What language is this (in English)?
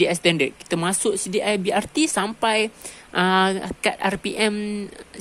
Malay